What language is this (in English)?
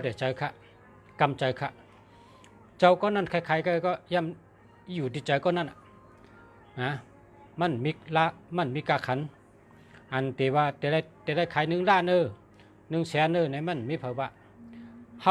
Shan